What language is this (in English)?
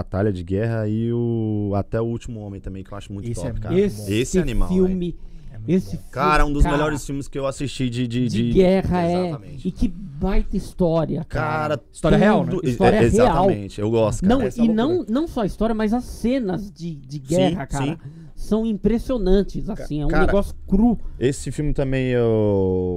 Portuguese